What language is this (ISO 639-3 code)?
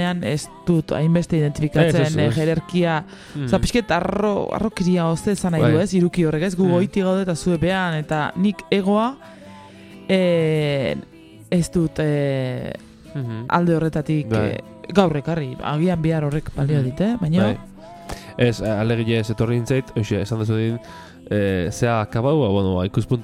eus